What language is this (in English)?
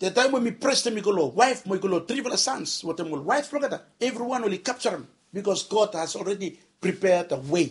Bislama